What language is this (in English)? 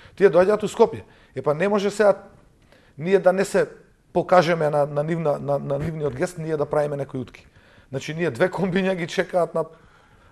Macedonian